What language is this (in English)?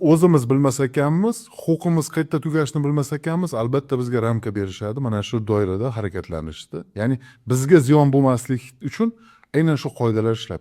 Uzbek